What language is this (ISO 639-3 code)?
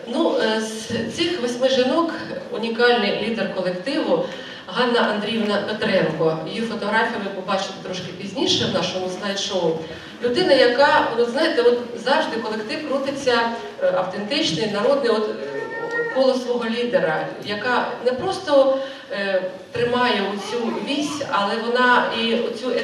ukr